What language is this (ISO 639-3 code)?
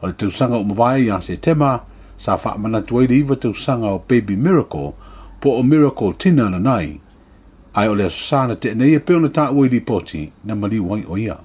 smo